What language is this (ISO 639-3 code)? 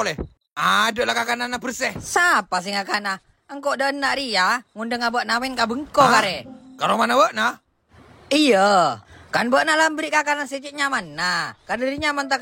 mad